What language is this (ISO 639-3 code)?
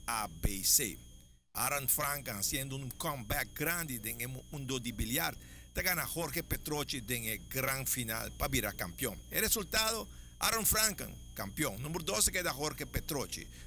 pap